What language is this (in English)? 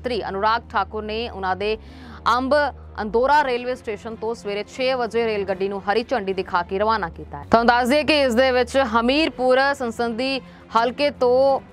Punjabi